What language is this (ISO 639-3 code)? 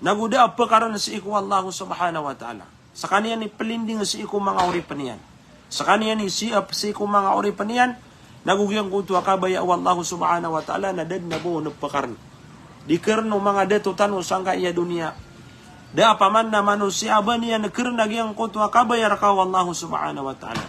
mrw